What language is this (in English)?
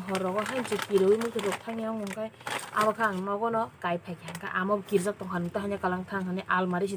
Kok Borok